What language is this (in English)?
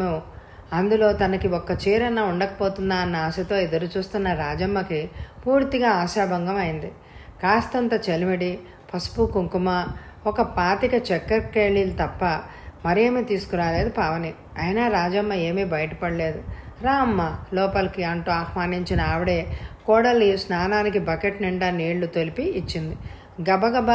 Telugu